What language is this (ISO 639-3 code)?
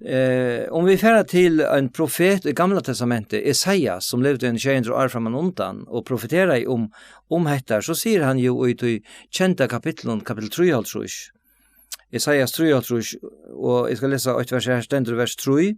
fao